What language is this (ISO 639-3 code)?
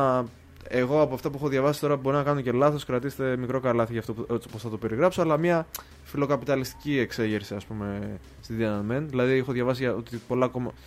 ell